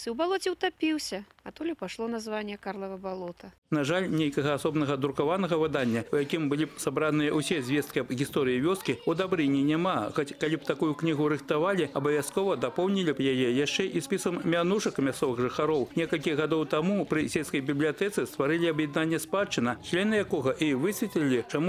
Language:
Belarusian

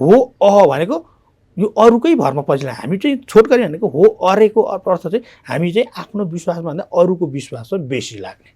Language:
Nepali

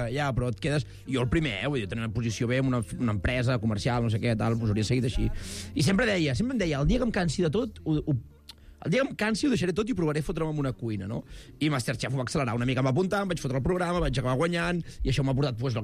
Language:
Catalan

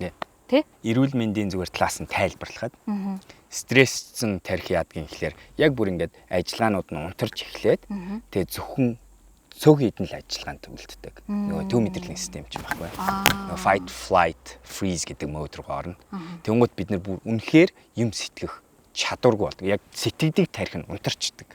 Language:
Mongolian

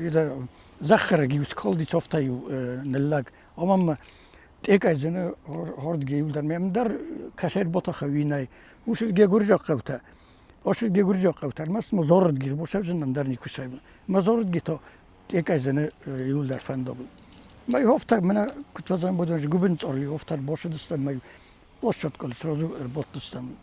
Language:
Ossetic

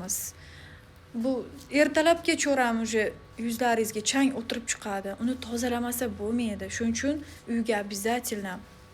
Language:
Uzbek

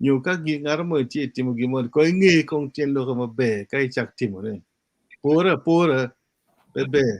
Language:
Acoli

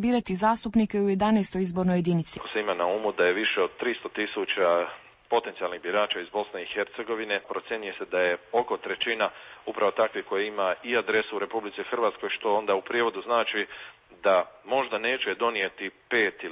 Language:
Croatian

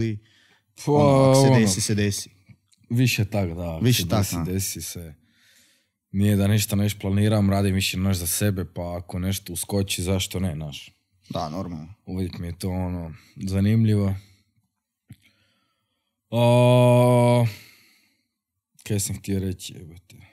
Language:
Croatian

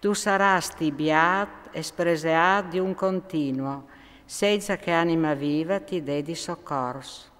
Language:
Friulian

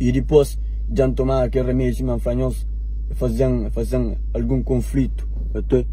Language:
Kabuverdianu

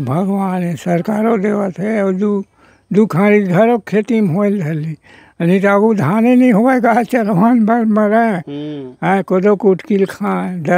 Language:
Chhattisgarhi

